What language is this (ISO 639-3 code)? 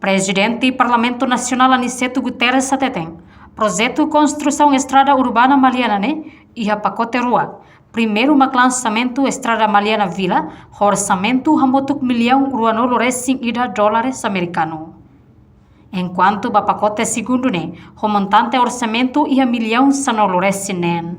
tet